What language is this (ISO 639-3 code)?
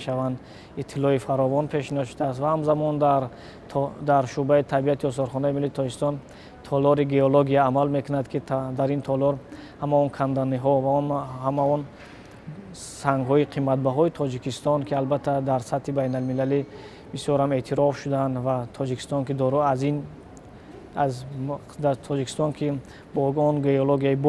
tgk